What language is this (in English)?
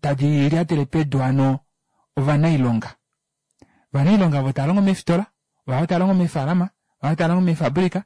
Kuanyama